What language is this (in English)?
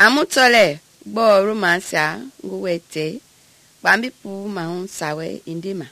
Mende